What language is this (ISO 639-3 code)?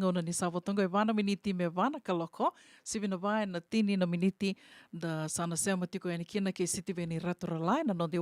fij